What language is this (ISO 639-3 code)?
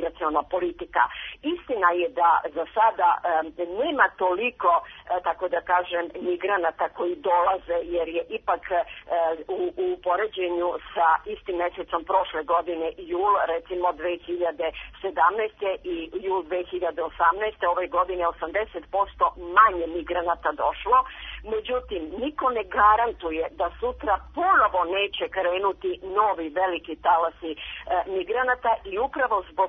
srp